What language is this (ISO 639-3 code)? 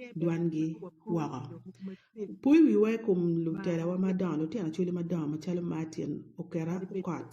ach